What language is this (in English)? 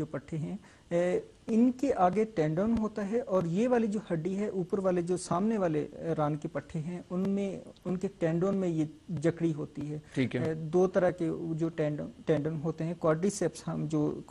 Urdu